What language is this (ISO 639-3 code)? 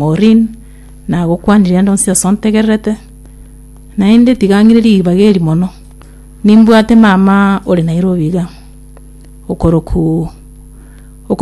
guz